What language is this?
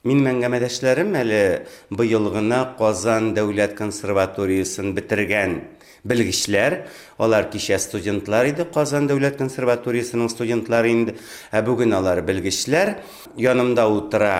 Tatar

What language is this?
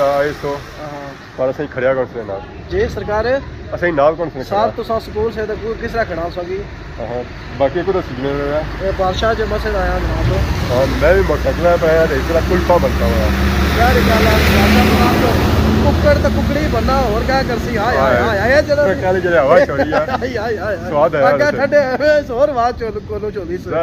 Pahari-Potwari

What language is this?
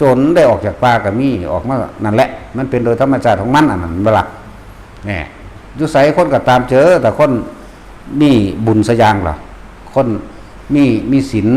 Northeastern Thai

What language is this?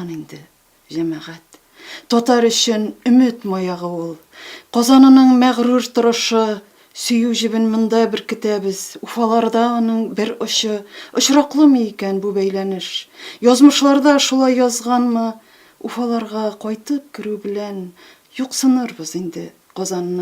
Tatar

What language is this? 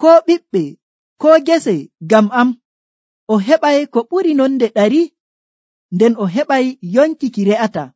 Nigerian Fulfulde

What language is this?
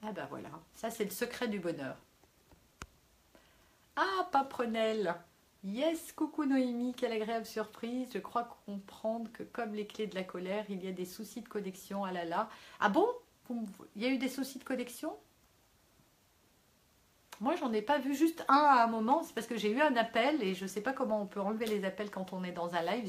French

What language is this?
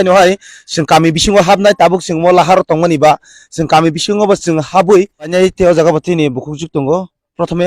Kok Borok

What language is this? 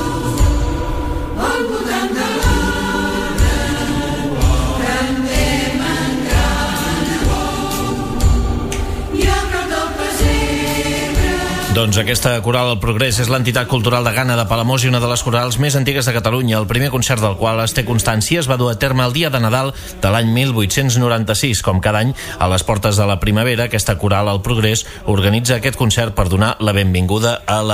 Catalan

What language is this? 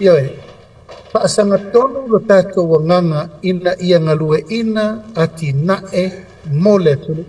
Samoan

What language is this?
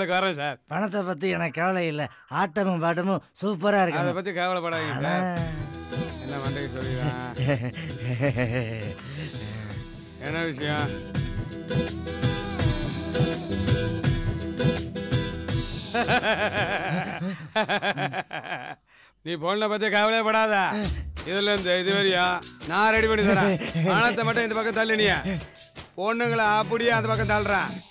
Tamil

